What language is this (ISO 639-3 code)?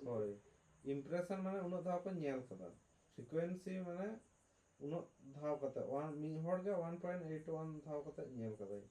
sat